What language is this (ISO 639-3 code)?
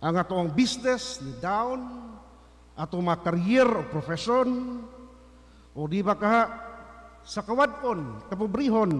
ceb